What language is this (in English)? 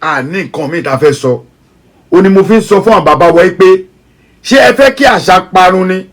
Yoruba